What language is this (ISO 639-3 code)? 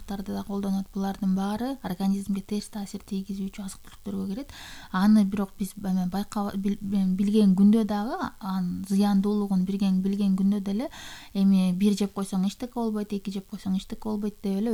kir